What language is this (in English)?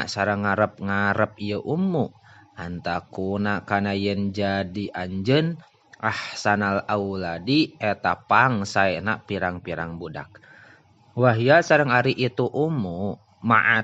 Sundanese